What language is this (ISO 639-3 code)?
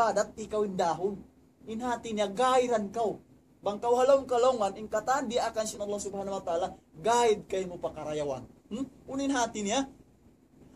tsg